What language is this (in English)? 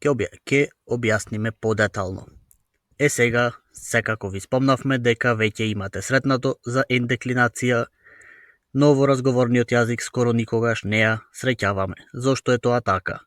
Macedonian